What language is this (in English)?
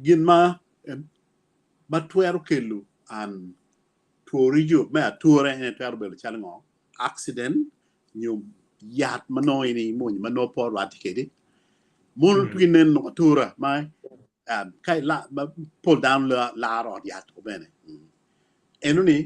Acoli